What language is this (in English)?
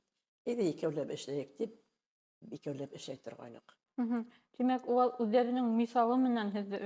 Bashkir